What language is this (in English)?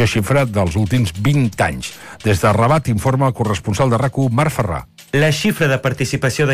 Catalan